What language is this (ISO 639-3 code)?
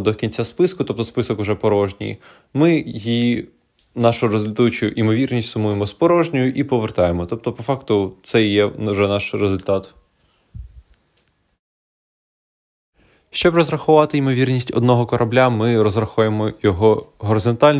ukr